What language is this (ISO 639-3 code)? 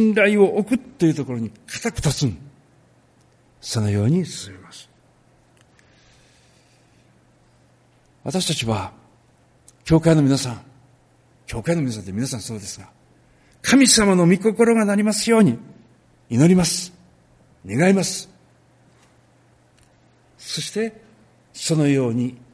jpn